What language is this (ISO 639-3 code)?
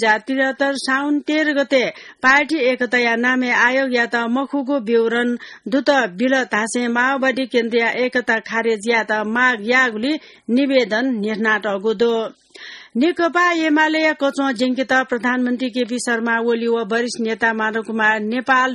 new